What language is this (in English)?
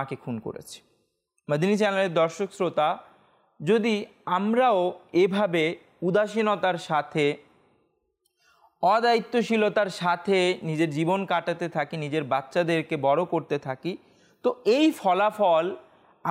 Bangla